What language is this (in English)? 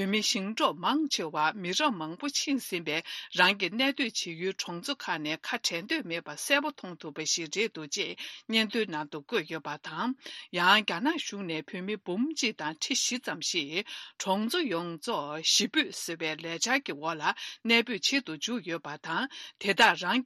Tibetan